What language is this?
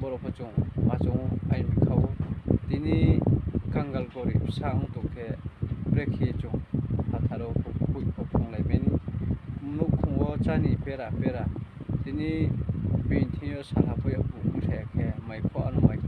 Riang (India)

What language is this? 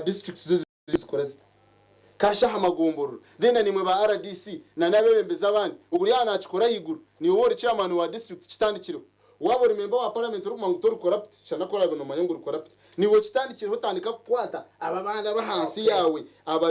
Nyankole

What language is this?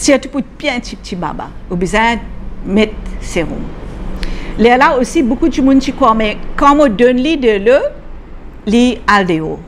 Morisyen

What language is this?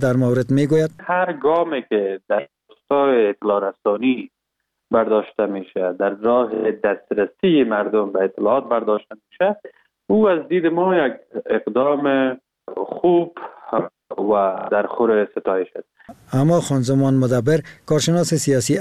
Persian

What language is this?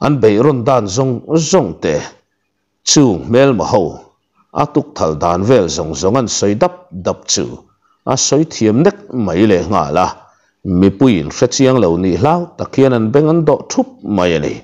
Mizo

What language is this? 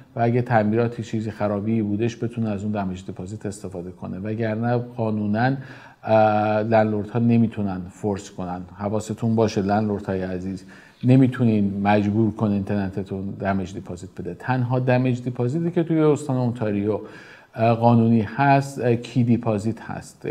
Persian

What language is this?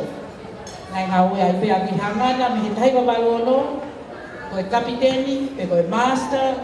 Tongan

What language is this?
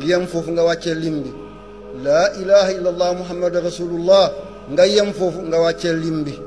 Wolof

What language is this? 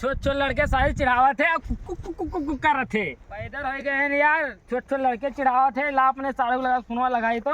Awadhi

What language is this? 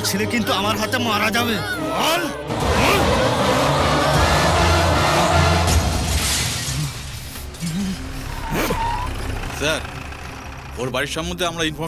Bangla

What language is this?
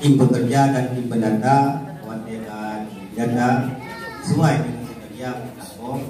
Achinese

